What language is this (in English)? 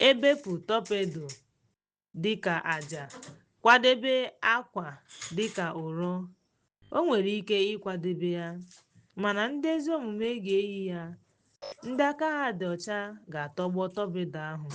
Igbo